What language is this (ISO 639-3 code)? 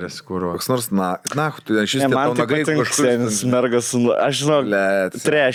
lit